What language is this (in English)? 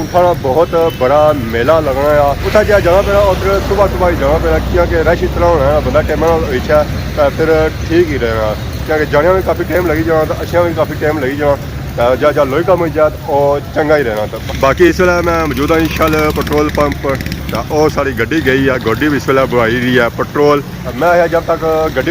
Pahari-Potwari